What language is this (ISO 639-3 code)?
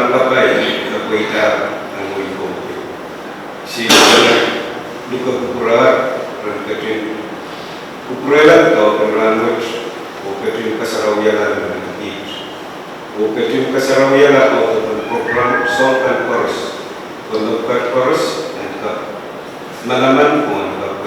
pon